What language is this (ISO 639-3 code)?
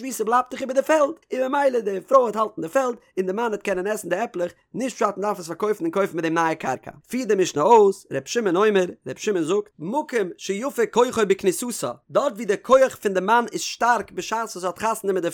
yid